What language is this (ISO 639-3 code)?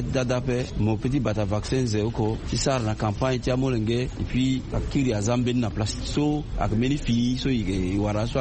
sag